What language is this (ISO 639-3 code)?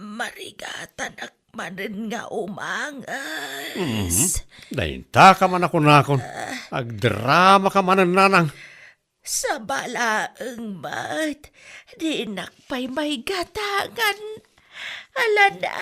ilo